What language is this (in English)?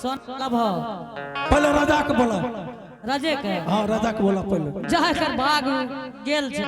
Angika